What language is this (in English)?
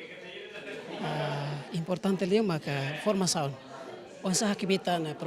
Tetum